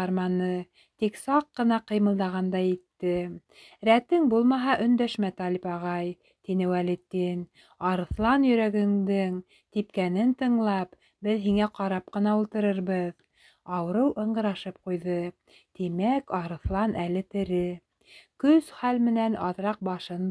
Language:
Bashkir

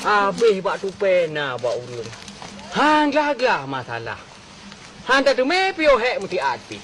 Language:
Achinese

